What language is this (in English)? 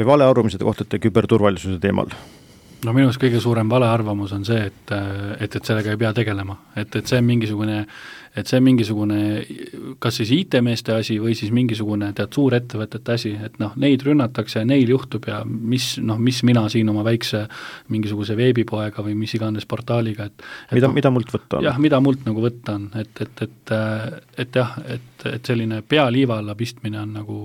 Estonian